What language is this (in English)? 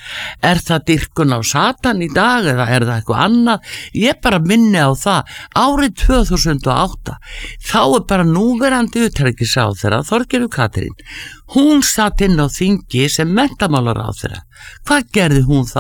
Icelandic